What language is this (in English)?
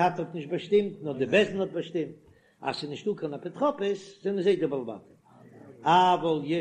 Yiddish